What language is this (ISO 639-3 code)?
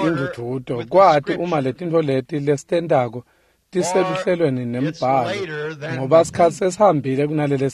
ssw